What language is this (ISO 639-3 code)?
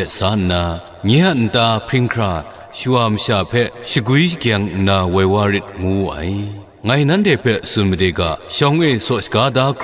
kac